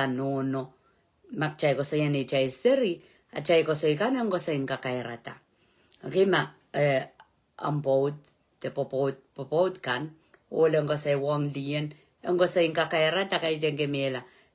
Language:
Pohnpeian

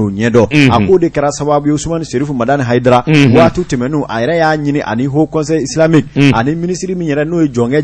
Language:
Bambara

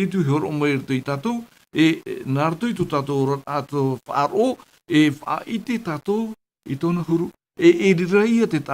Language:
Tahitian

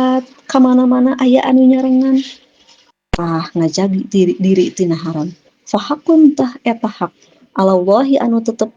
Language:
Sundanese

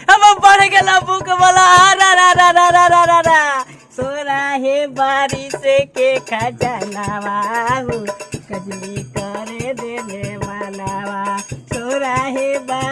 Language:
Magahi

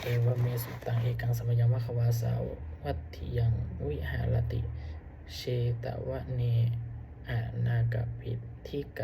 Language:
Pali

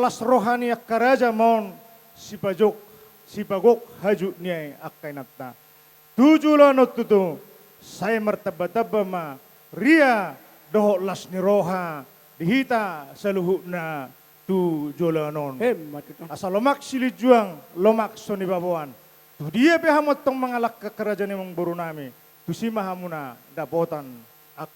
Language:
Batak Toba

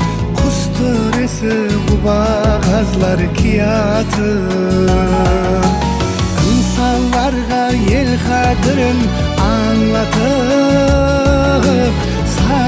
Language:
Kara-Kalpak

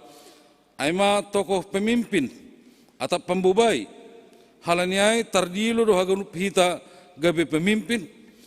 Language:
Batak Simalungun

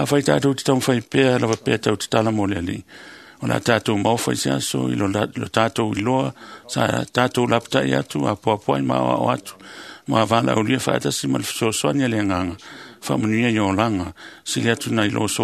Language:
Samoan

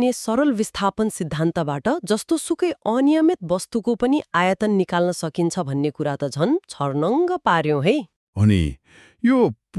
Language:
Nepali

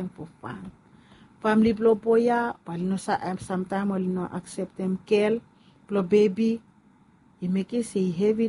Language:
Bislama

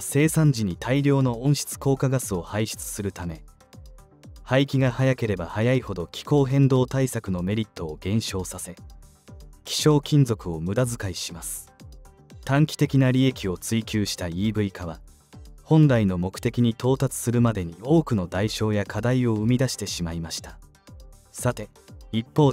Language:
Japanese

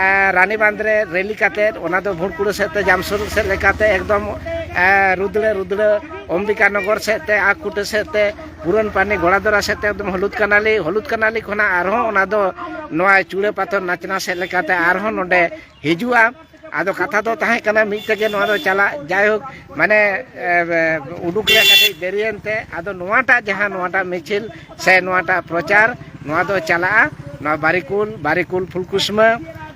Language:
Santali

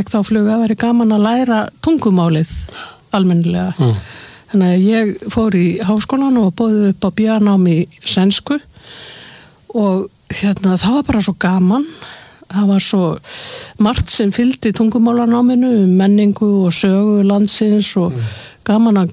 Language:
Icelandic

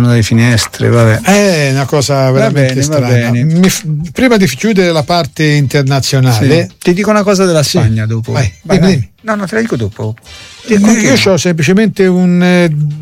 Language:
Italian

